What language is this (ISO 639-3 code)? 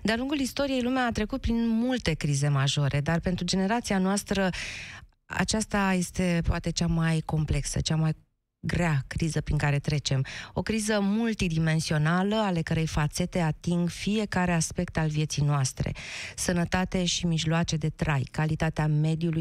ron